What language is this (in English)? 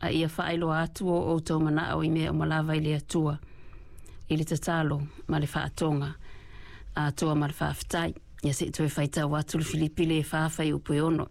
Samoan